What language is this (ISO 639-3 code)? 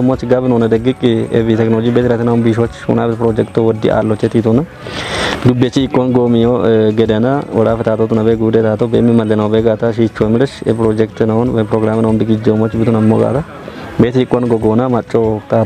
kbr